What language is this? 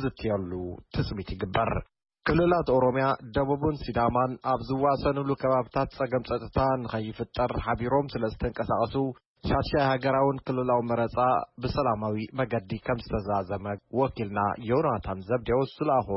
Tigrinya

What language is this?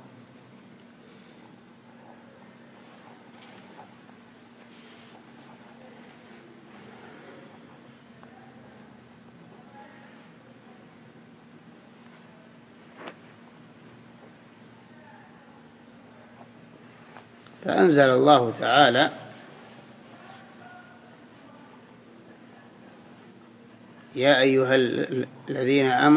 Arabic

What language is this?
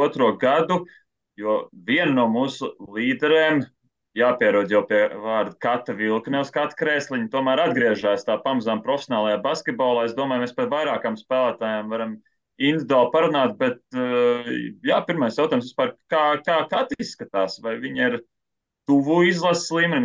Latvian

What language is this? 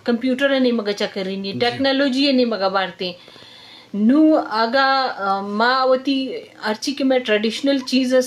Eastern Balochi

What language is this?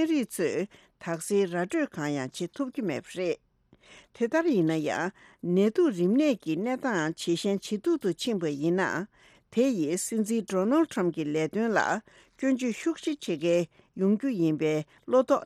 Tibetan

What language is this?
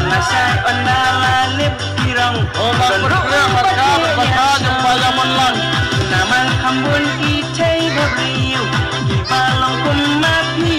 Khasi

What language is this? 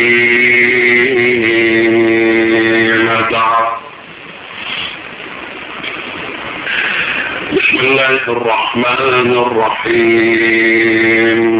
Arabic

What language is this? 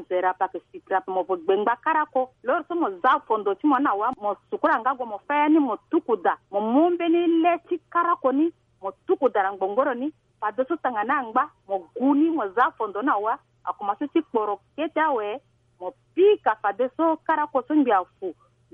Sango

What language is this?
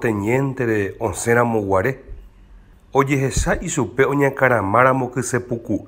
Guarani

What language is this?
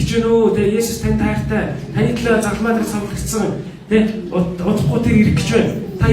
Mongolian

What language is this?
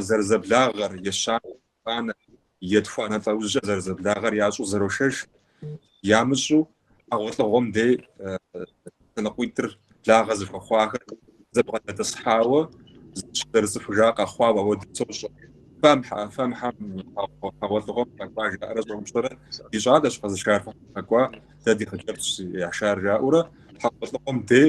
Kabardian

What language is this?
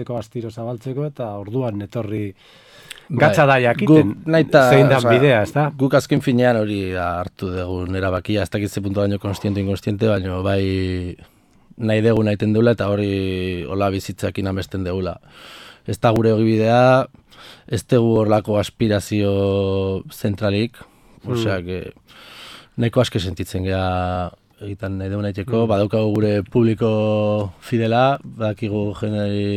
Basque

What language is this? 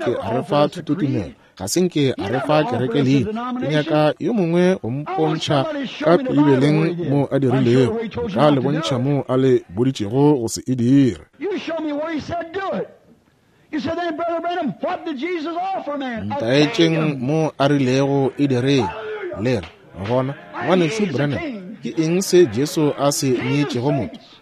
Northern Sotho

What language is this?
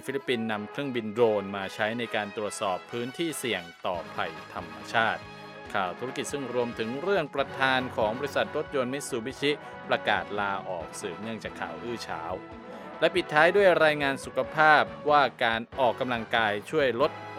Thai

